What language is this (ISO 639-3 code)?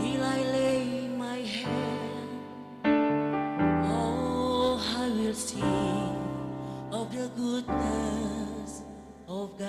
bts